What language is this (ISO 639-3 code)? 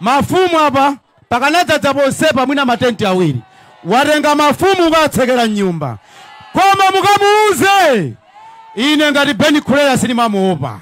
nya